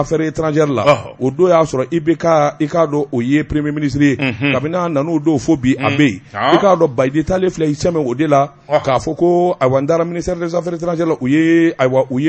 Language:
Bambara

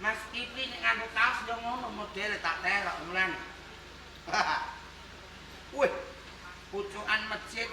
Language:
Javanese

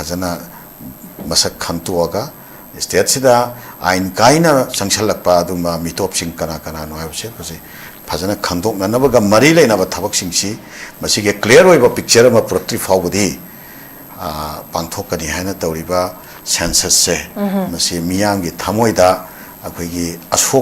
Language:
Manipuri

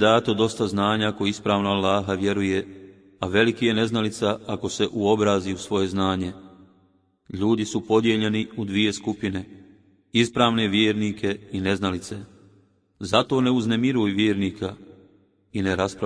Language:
Bosnian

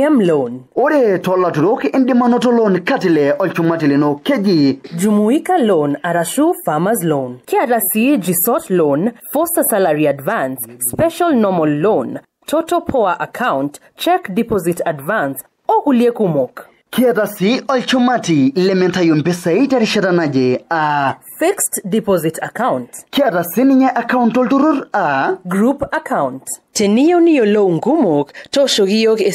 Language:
Masai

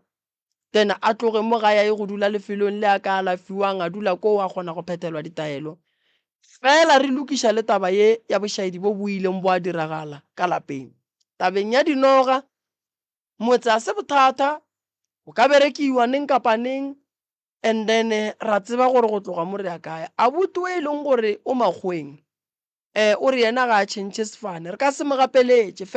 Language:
Northern Sotho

